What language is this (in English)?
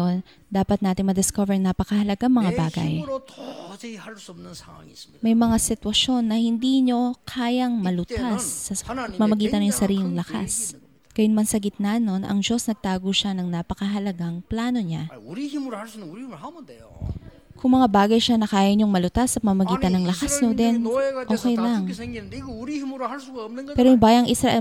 Filipino